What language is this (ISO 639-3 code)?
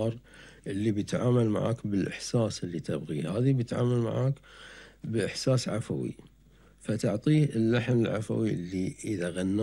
afb